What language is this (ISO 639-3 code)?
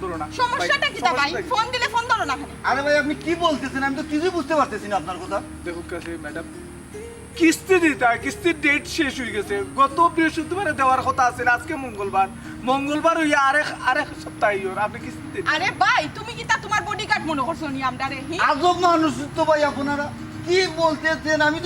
syl